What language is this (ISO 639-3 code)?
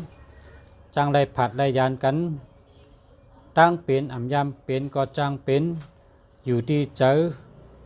shn